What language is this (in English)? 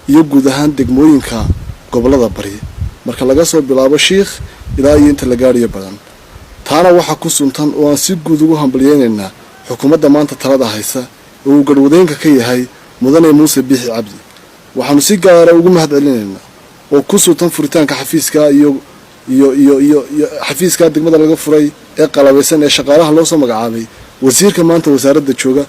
Somali